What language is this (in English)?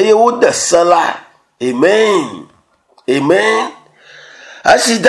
Ewe